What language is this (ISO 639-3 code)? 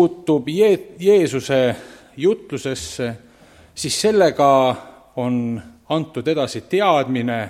est